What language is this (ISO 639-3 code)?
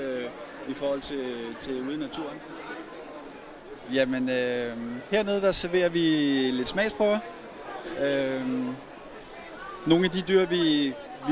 dan